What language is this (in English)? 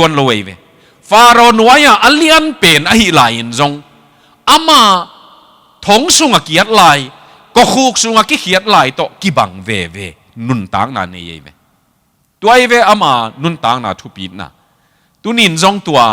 Tedim Chin